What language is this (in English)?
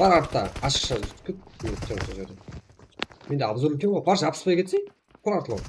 Kara-Kalpak